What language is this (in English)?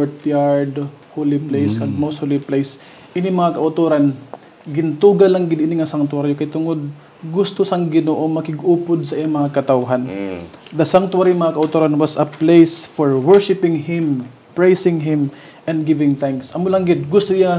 Hiligaynon